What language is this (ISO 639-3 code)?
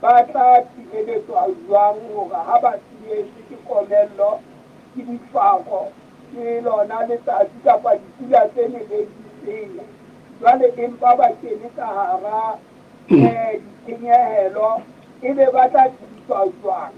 sot